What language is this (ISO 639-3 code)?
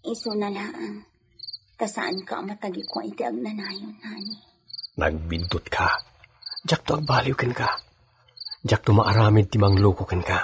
ilo